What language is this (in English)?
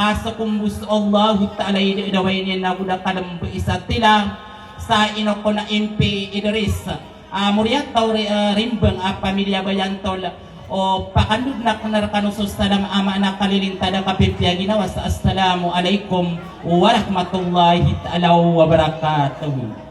Maranao